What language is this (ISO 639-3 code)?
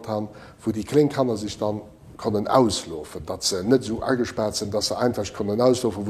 ltz